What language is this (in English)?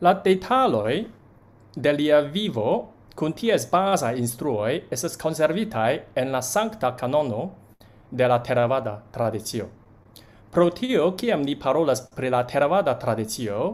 Esperanto